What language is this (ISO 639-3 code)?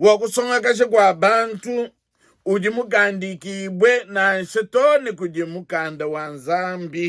lua